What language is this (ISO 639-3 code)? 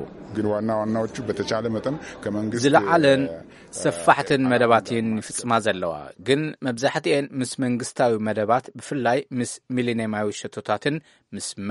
tir